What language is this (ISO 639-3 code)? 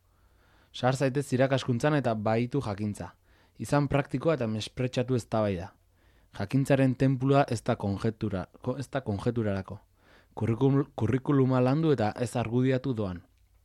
eus